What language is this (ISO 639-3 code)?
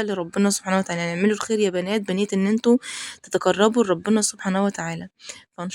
arz